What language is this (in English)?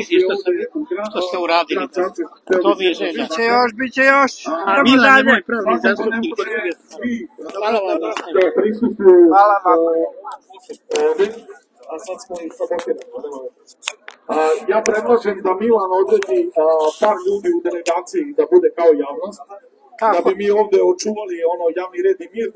Serbian